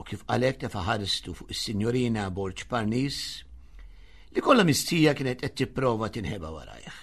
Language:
Maltese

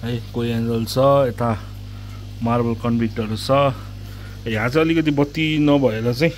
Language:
Nepali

